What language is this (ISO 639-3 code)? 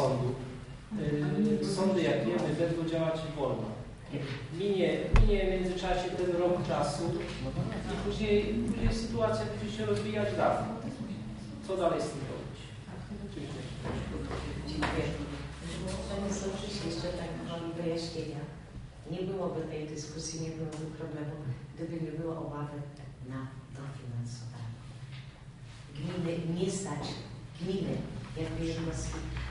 pol